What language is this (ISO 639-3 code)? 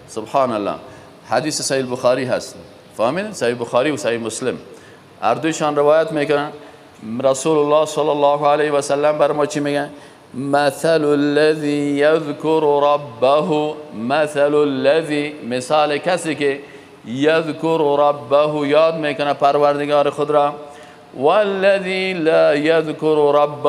fas